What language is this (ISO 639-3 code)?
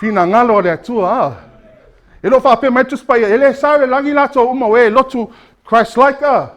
smo